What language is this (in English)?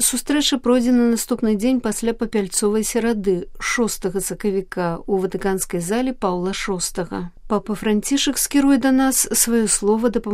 Belarusian